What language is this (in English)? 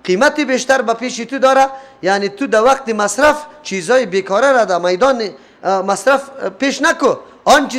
Persian